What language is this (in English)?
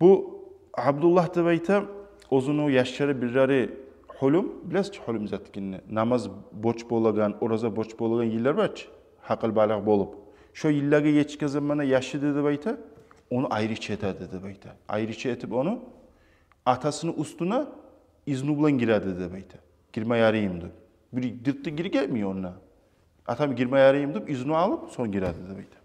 Kumyk